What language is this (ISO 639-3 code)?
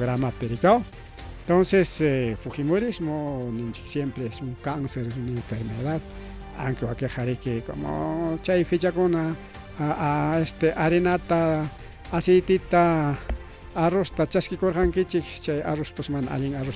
quy